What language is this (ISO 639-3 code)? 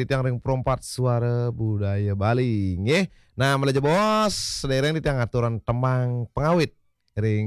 ban